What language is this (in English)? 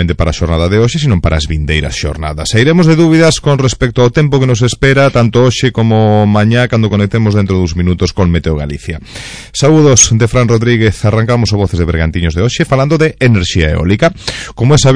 Galician